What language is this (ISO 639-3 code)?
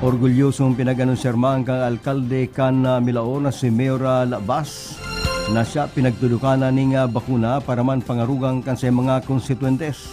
bik